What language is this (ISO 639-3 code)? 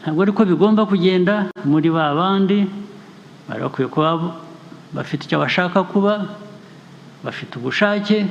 kin